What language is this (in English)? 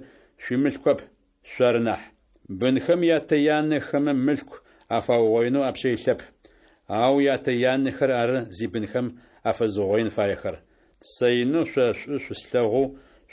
Adyghe